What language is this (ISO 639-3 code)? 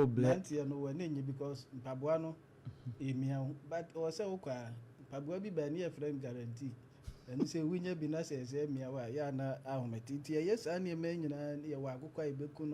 aka